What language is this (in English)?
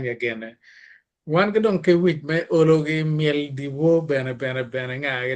Acoli